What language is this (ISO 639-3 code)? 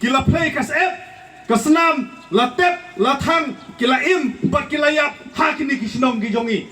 kha